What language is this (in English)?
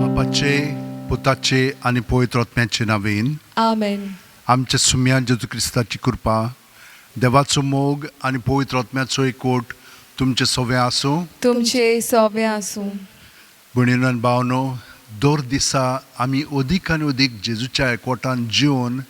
Konkani